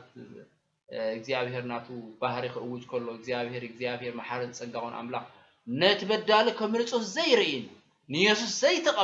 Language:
Tigrinya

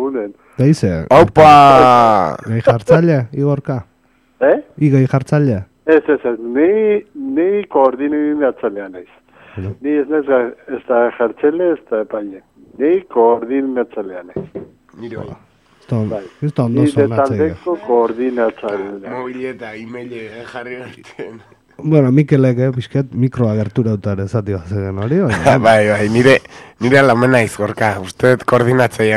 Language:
Basque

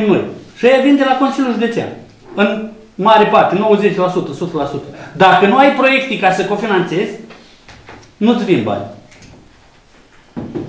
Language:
Romanian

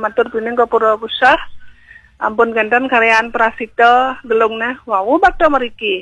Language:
Balinese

